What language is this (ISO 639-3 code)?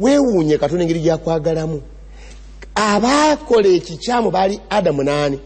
lug